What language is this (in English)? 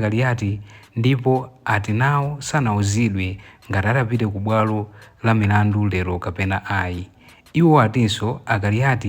Nyanja